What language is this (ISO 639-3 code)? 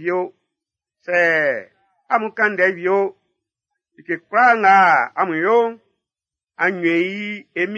bci